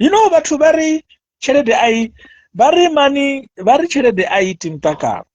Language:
Venda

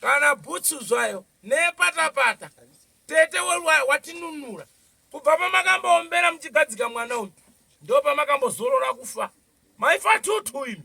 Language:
Shona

